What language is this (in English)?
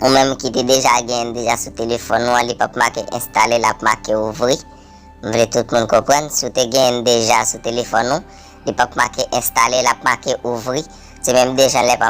Haitian Creole